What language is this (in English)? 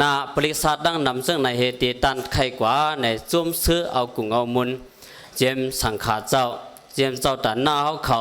Shan